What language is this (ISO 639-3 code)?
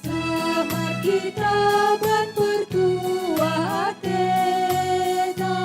btx